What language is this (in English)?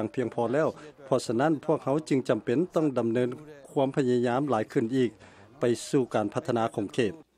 Lao